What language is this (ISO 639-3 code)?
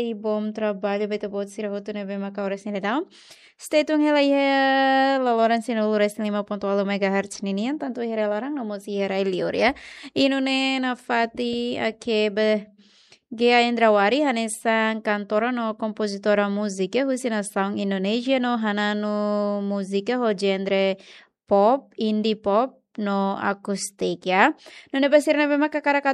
tet